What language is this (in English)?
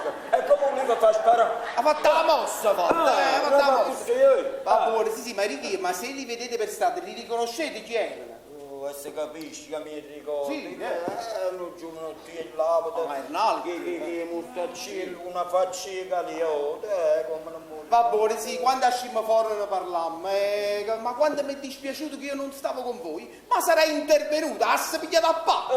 Neapolitan